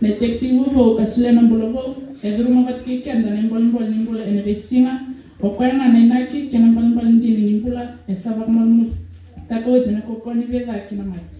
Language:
Fijian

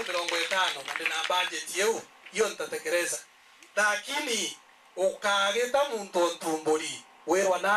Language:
Meru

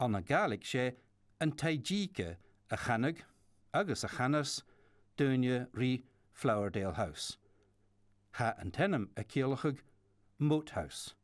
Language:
Scottish Gaelic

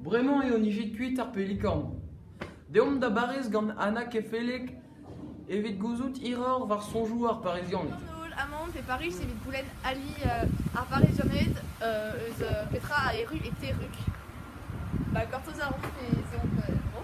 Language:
Breton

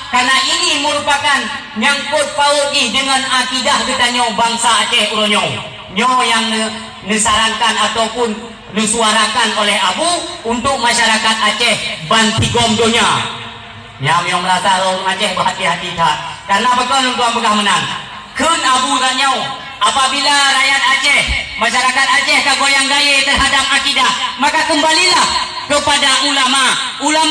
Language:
Achinese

